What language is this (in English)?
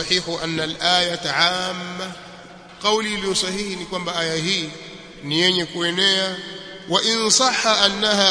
Swahili